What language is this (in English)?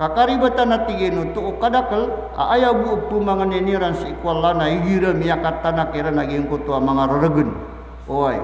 Maranao